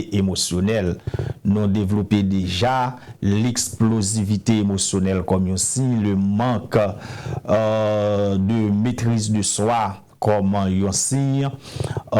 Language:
Haitian Creole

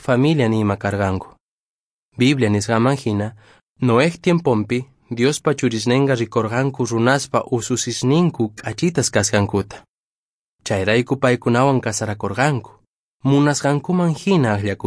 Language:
Quechua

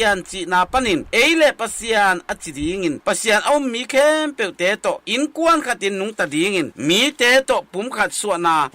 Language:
Tedim Chin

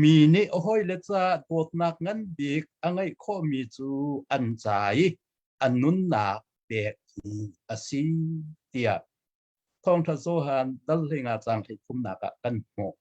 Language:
Hakha Chin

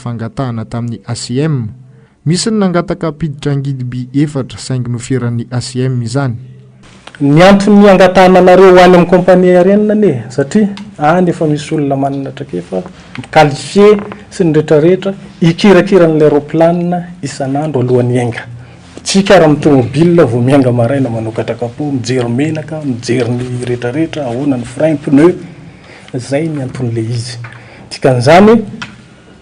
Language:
Malagasy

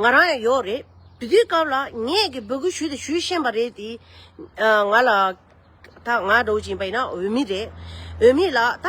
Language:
Tibetan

